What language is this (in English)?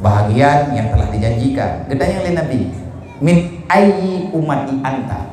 Achinese